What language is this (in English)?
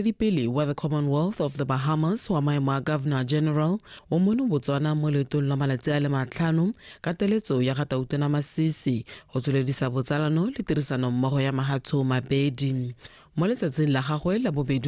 Tswana